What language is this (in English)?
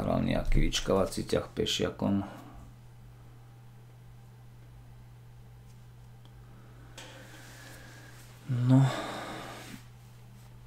Slovak